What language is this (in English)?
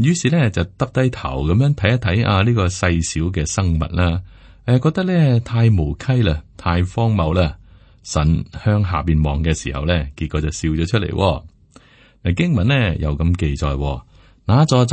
Cantonese